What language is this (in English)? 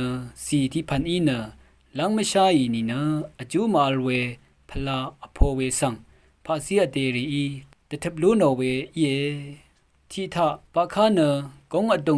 Rawang